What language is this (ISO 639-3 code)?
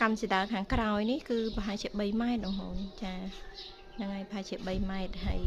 khm